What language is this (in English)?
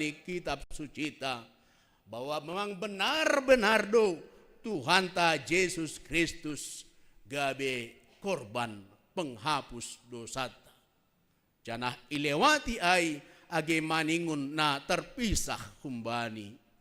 Batak Simalungun